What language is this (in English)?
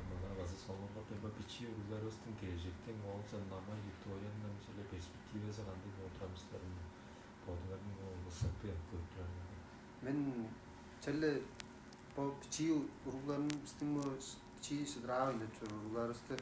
Tuvinian